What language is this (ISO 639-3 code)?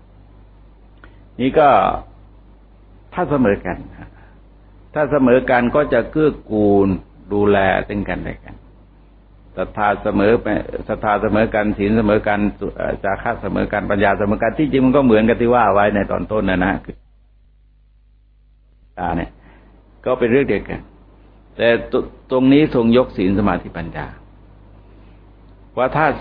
tha